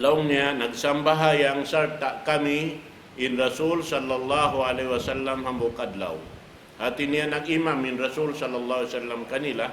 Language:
Tausug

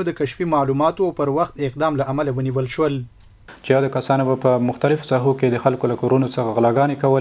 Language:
Pashto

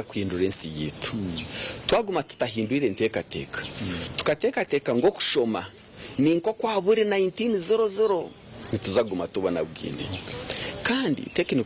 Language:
Nyankole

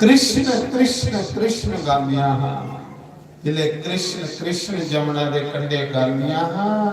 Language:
Dogri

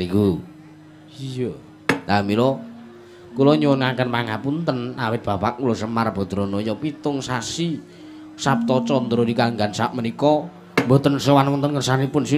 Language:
Javanese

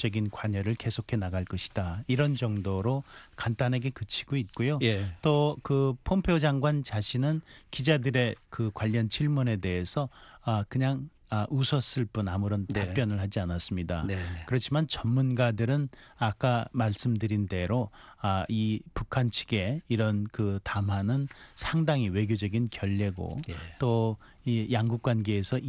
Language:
Korean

